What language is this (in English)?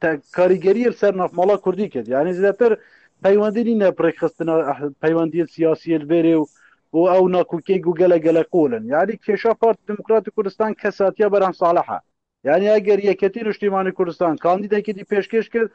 Kurdish